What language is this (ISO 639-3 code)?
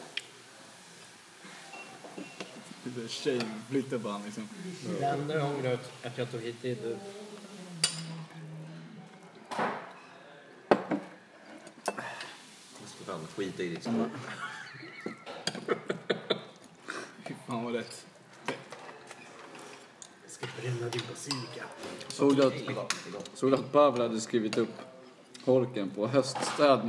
swe